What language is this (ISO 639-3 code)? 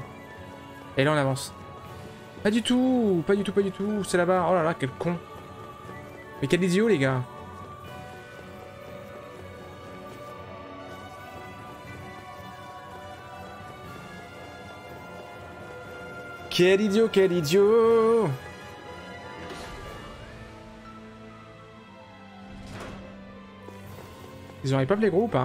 fra